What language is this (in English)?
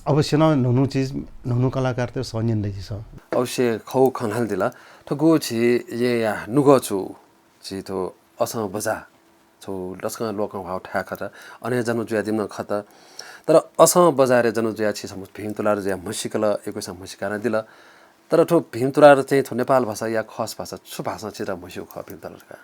Newari